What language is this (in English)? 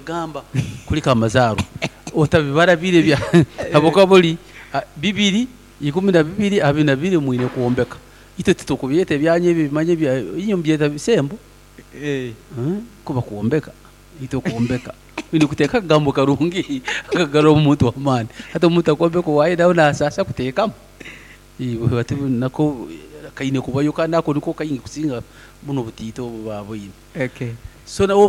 Nyoro